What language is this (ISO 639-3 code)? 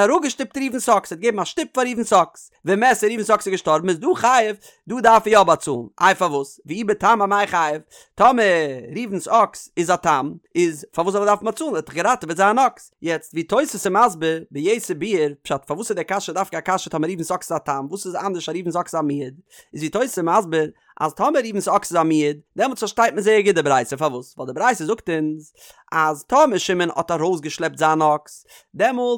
yid